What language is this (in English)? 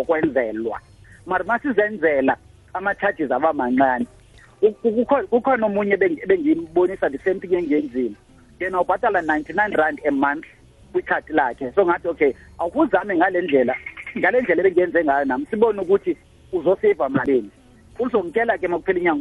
South Ndebele